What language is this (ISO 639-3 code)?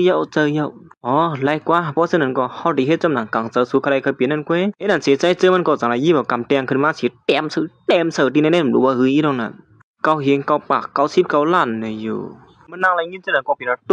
shn